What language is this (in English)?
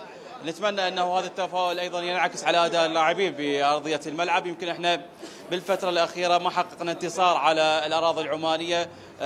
Mesopotamian Arabic